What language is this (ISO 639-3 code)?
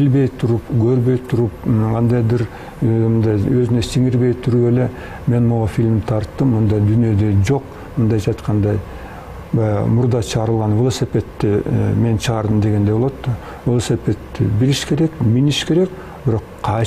kir